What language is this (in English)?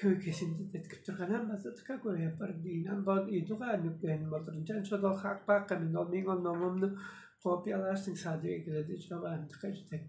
Tuvinian